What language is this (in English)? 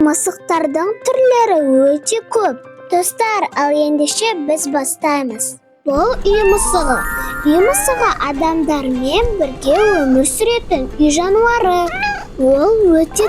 Kazakh